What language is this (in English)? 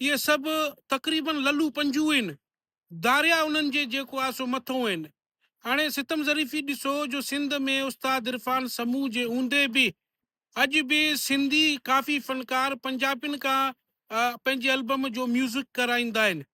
Sindhi